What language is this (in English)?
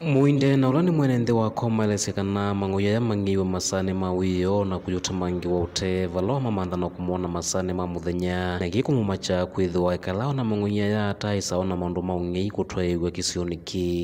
Kamba